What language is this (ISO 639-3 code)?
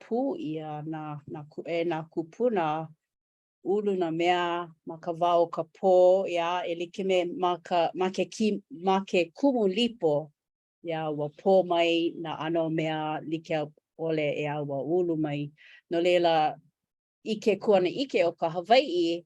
haw